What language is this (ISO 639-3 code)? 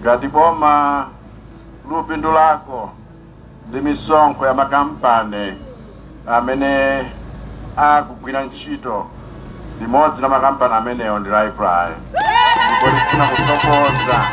nya